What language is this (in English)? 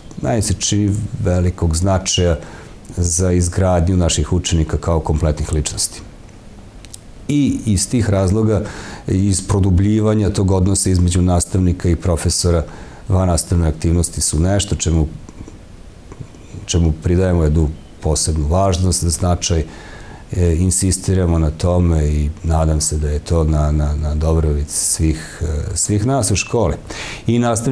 Serbian